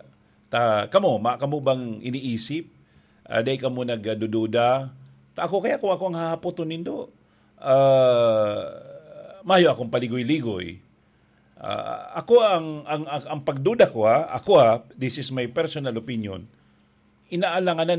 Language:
Bikol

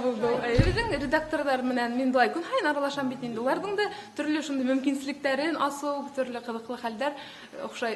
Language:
Bashkir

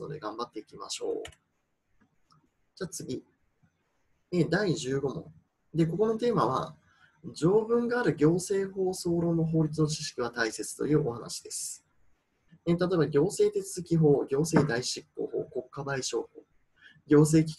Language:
Japanese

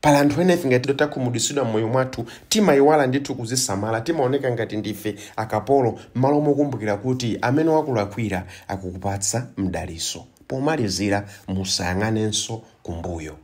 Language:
Nyanja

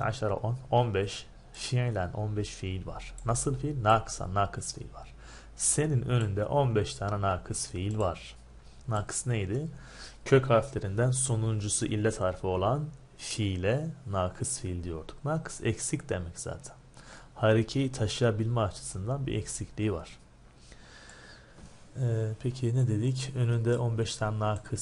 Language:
Turkish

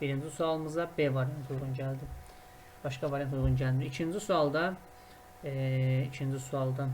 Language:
Azerbaijani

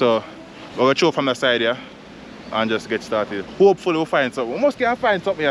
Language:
Jamaican Creole English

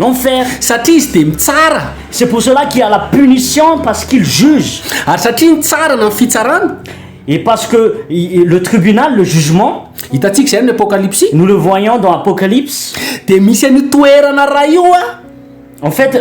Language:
Malagasy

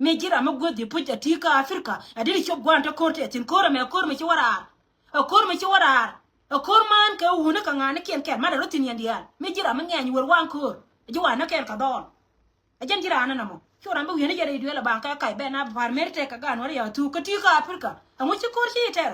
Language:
Nuer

